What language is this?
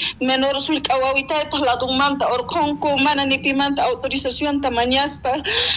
South Bolivian Quechua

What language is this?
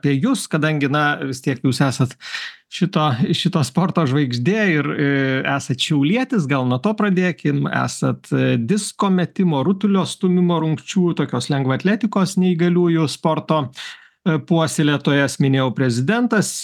Lithuanian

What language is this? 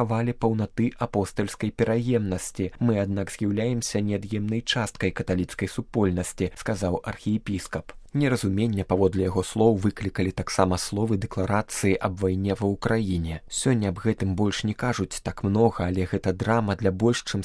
Belarusian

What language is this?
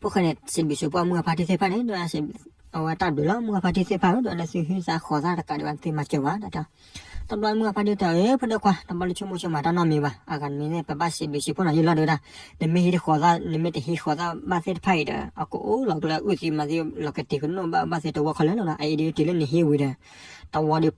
S'gaw Karen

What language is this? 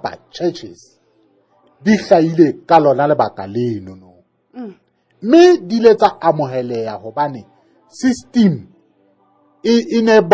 Southern Sotho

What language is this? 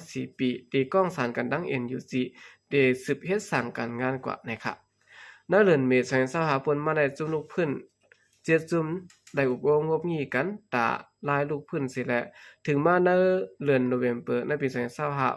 Shan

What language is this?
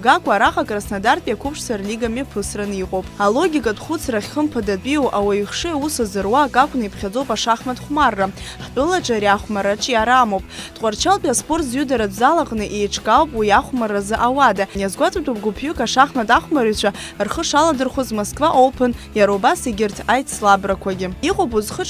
Abkhazian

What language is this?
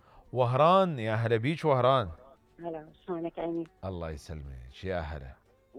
Mesopotamian Arabic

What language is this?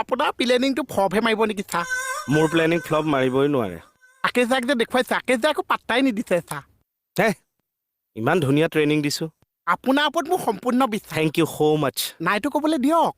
Assamese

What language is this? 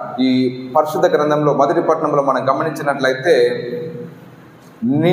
Telugu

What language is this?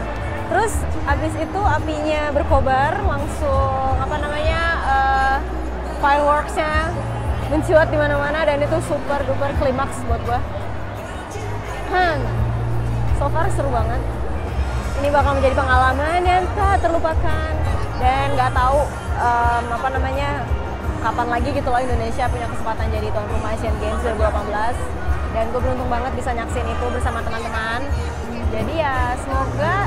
Indonesian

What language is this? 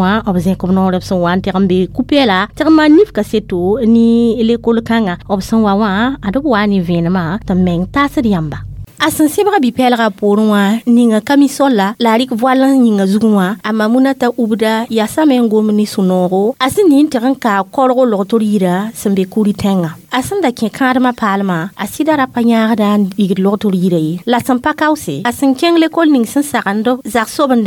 Mossi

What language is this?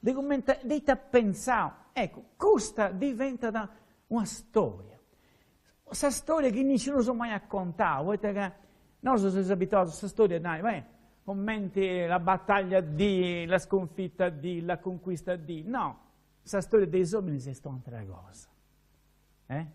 Sardinian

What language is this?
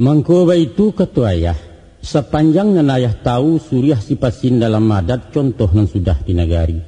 Minangkabau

